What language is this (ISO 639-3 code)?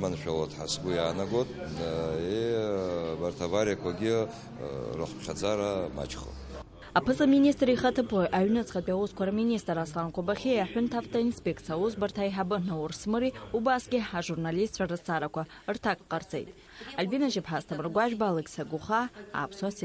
abk